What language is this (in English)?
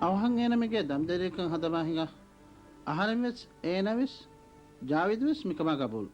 Divehi